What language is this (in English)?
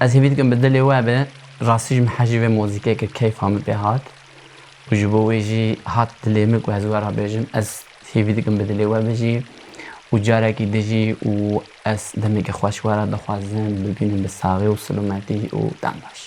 Kurdish